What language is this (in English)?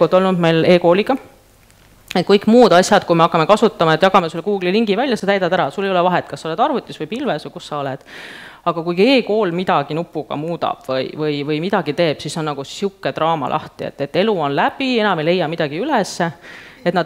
Estonian